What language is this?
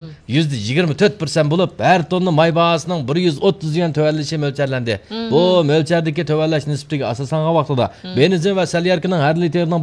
Uyghur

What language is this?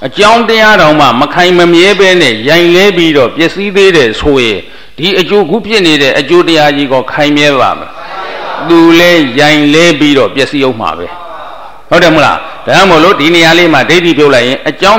Burmese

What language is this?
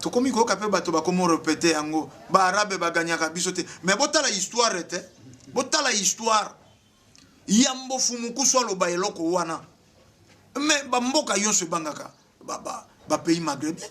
Lingala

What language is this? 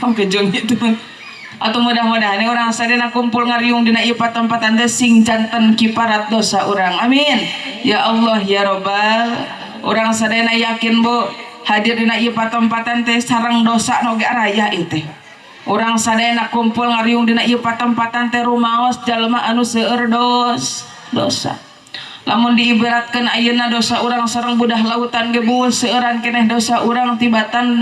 Sundanese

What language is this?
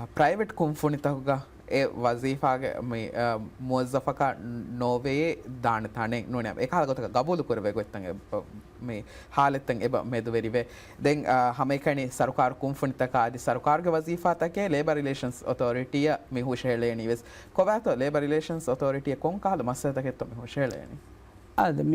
Divehi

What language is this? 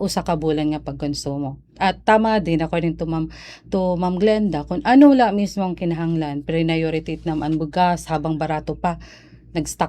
Waray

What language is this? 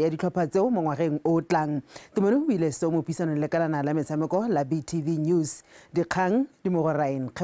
Tswana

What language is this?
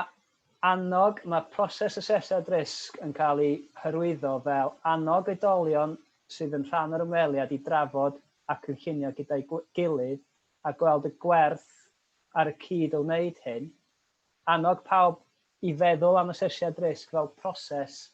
Welsh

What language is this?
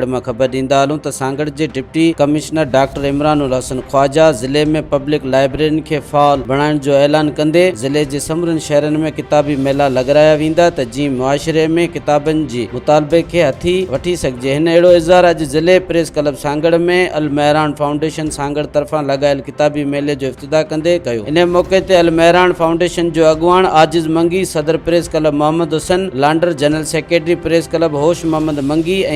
Sindhi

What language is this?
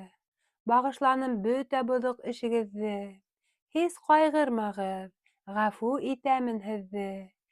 Bashkir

